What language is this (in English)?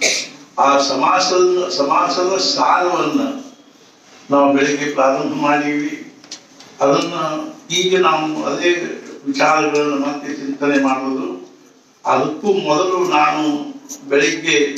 Kannada